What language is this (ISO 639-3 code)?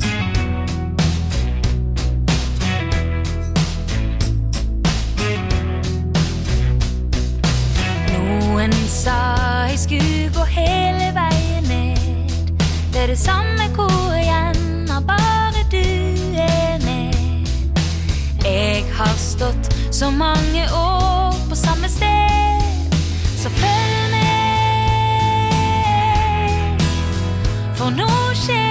nor